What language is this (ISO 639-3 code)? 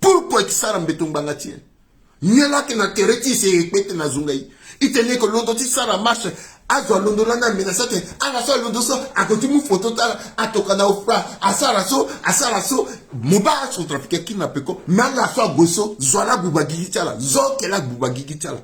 sag